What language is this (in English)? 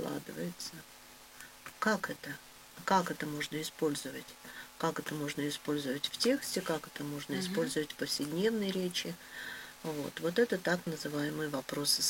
Russian